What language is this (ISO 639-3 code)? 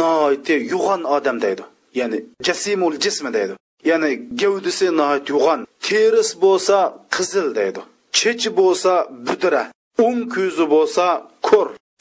uig